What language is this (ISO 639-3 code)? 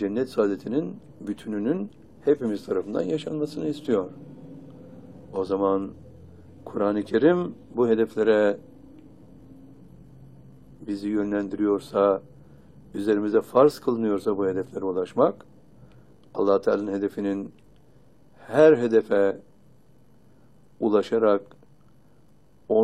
tur